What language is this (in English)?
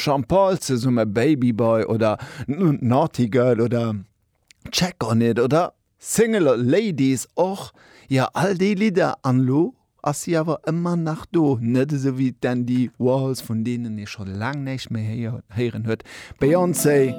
Luxembourgish